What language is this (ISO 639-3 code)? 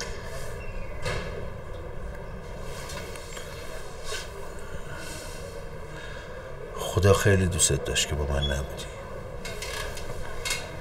fas